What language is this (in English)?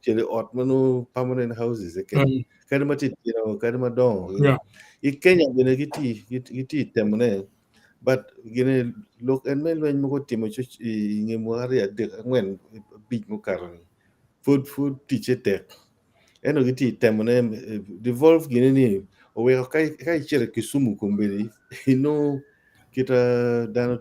Acoli